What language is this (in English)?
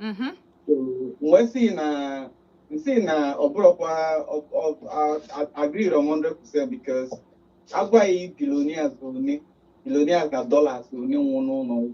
Igbo